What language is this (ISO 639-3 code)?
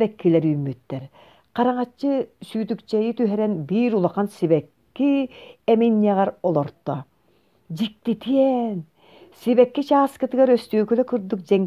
sah